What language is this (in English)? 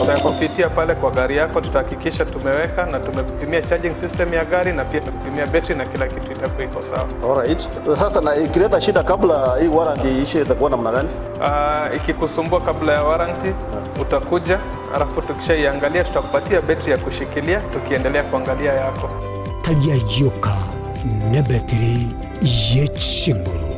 Gusii